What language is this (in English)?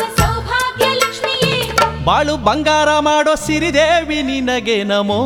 Kannada